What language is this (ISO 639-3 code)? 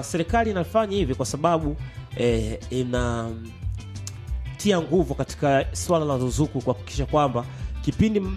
swa